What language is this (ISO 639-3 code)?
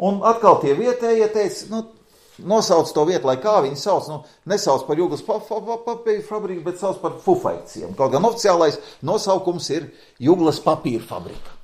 lav